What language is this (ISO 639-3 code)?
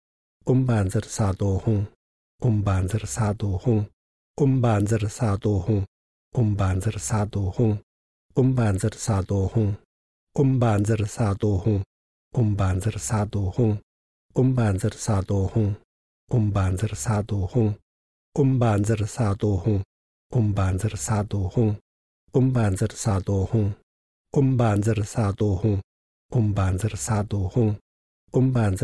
est